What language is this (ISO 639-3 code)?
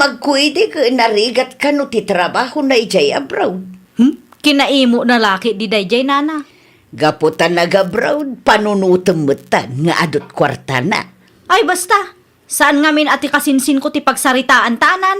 ilo